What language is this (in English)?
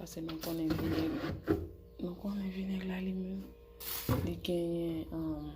Haitian Creole